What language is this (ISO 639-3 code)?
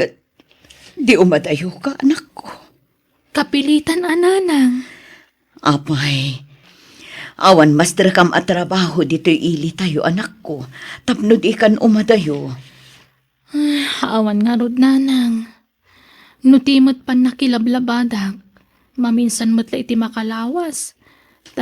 ilo